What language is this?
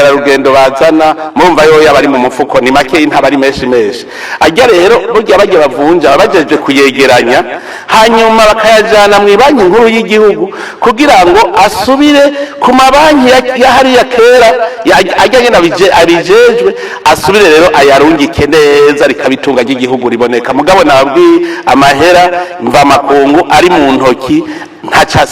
Rundi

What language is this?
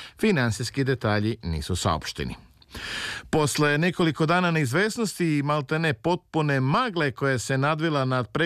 Serbian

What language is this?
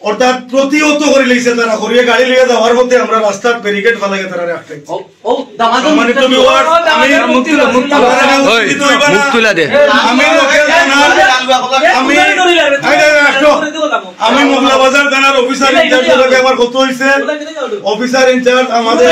Sylheti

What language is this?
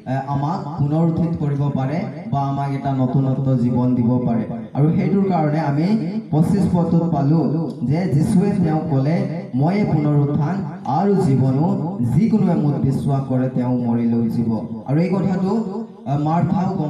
Assamese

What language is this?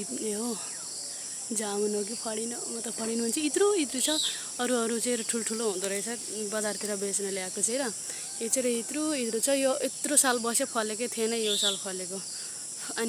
Nepali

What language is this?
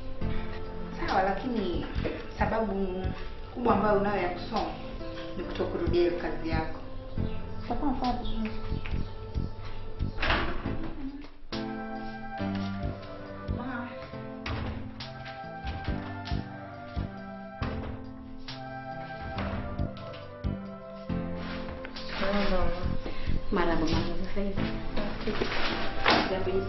Swahili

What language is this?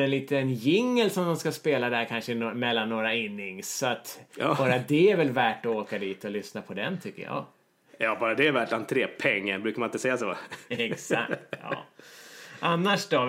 Swedish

